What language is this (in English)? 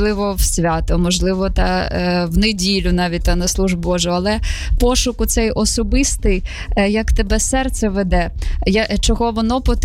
Ukrainian